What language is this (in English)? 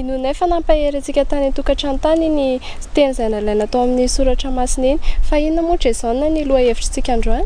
Malagasy